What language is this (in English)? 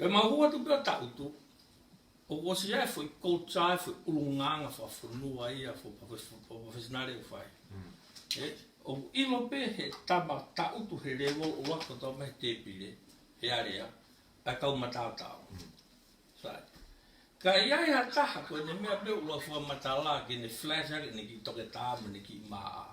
Tongan